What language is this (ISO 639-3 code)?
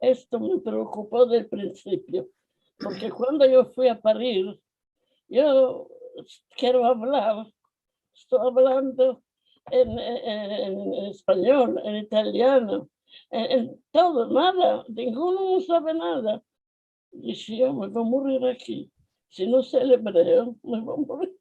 lad